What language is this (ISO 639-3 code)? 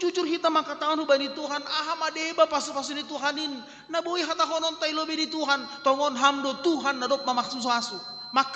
bts